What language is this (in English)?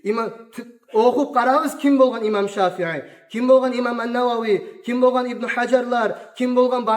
Kumyk